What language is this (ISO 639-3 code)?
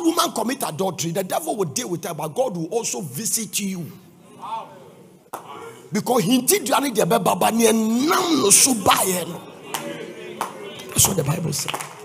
eng